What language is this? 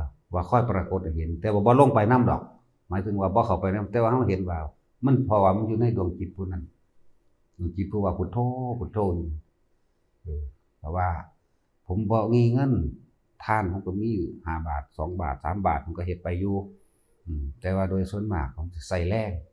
Northeastern Thai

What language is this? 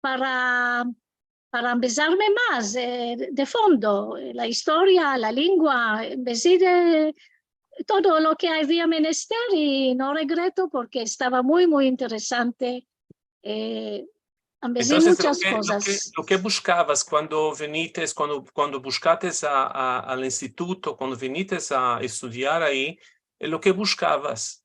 Ladino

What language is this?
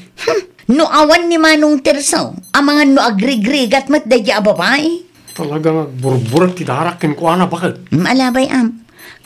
Iloko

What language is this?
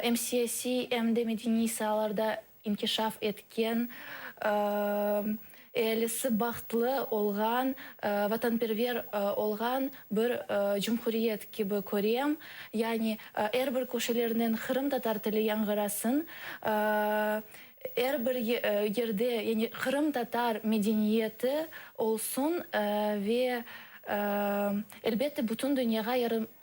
Crimean Tatar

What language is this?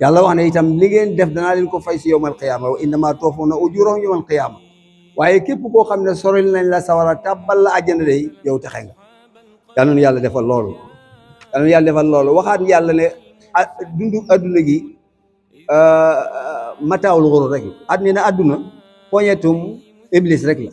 Wolof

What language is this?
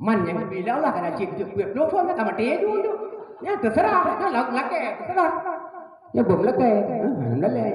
Achinese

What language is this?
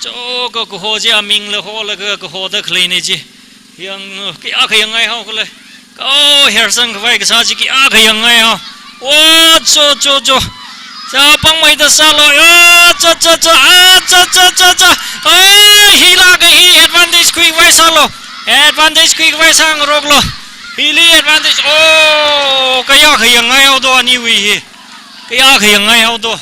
Tangkhul Naga (India)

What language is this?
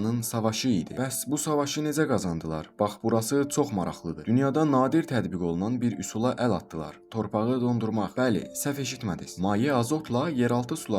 Azerbaijani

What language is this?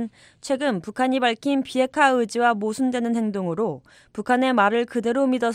Korean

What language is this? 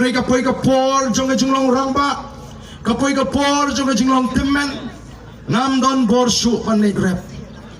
Khasi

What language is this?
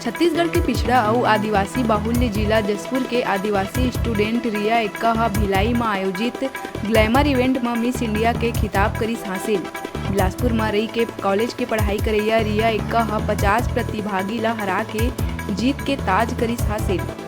Chhattisgarhi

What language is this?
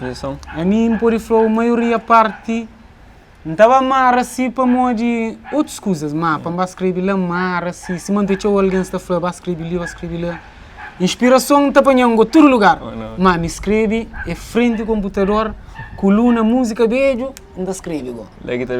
Kabuverdianu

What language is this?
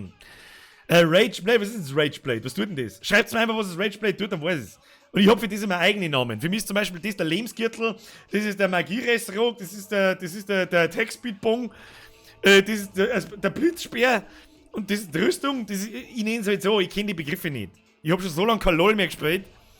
Bavarian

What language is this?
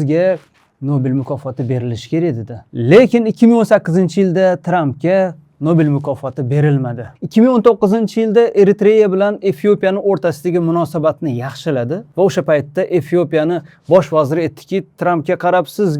Uzbek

